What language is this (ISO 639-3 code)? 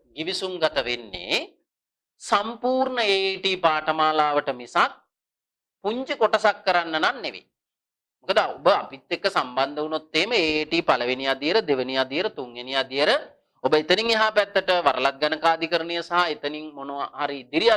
sin